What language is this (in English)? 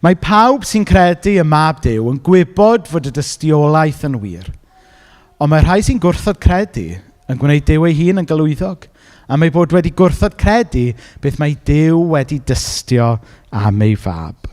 Welsh